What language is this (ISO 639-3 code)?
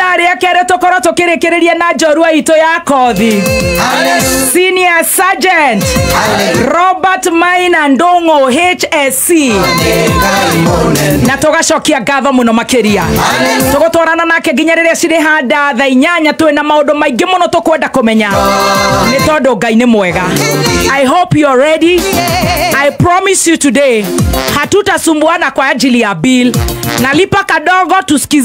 kik